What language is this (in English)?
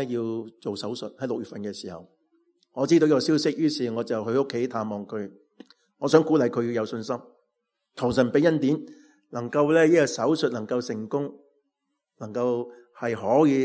Cantonese